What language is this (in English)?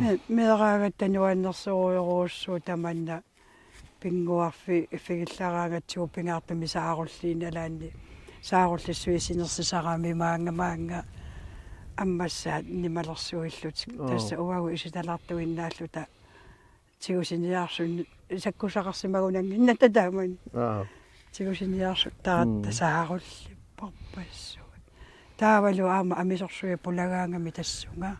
Kalaallisut